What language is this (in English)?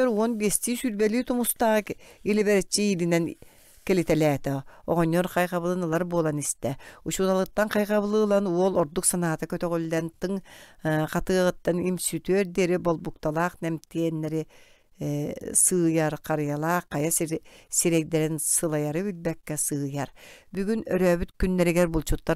Yakut